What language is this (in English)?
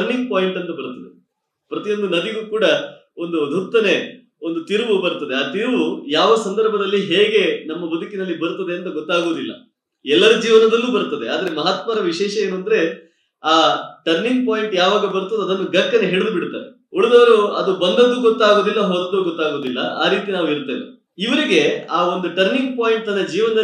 Kannada